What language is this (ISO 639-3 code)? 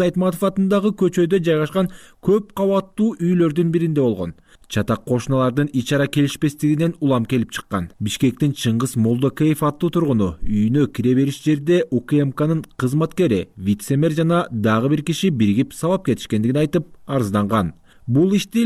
kir